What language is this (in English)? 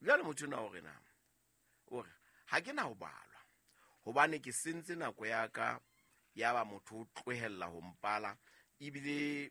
Southern Sotho